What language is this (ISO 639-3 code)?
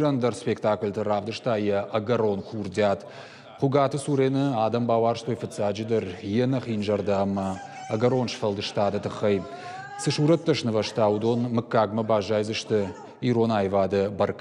oss